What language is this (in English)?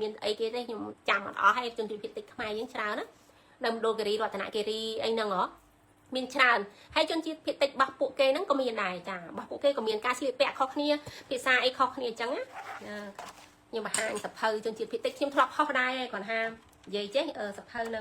Khmer